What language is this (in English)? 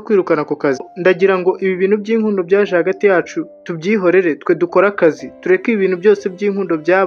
Kinyarwanda